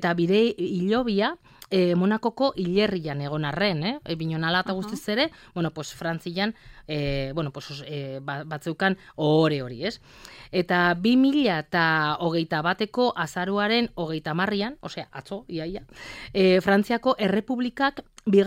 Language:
Basque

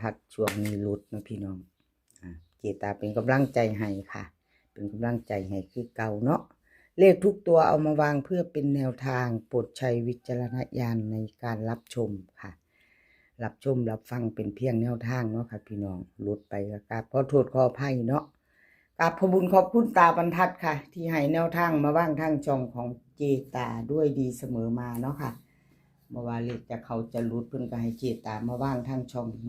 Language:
Northeastern Thai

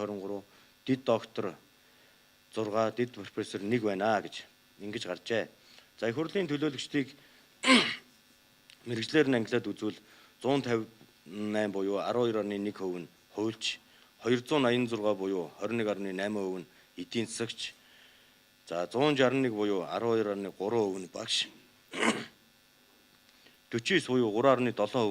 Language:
Mongolian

